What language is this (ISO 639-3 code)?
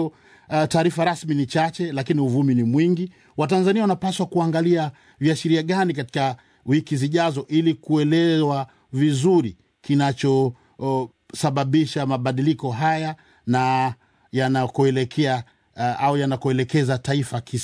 swa